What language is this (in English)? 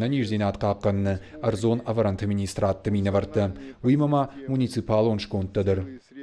Ossetic